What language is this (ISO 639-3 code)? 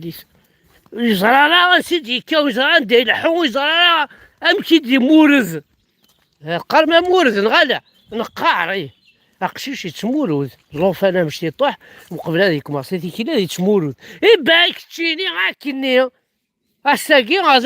kab